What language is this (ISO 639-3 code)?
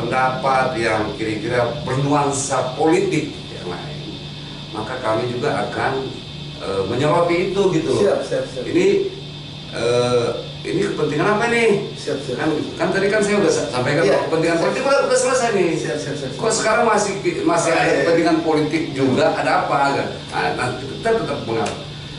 ind